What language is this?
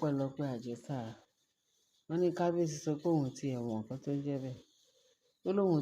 Yoruba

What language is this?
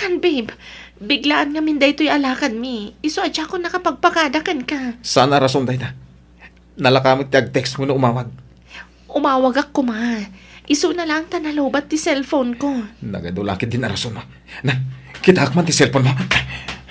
Iloko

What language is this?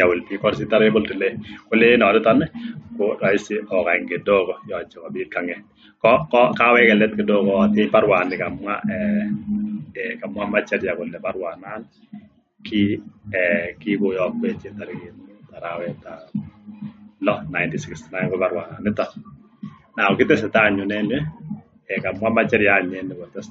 Kalenjin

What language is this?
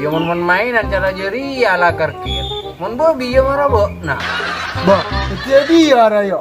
Madurese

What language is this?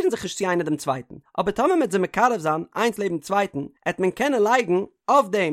Yiddish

